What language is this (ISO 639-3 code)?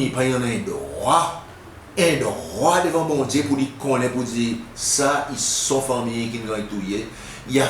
crs